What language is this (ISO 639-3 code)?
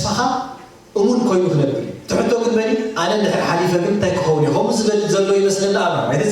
tir